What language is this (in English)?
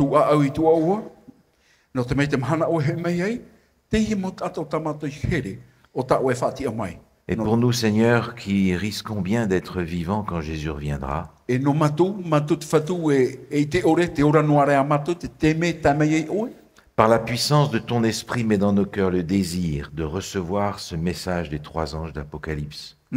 Tahitian